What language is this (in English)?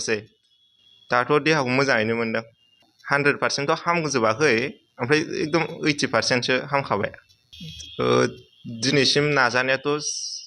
Bodo